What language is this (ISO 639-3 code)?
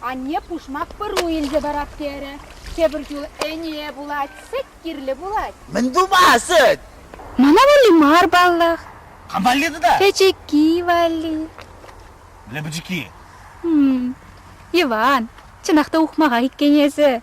chv